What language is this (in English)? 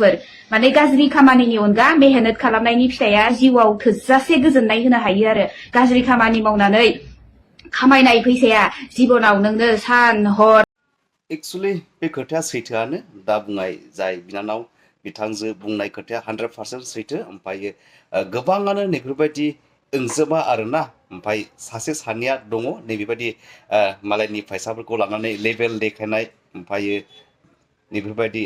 Bodo